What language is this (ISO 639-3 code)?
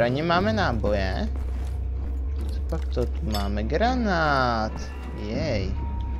ces